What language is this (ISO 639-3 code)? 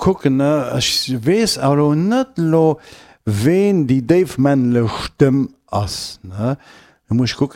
ltz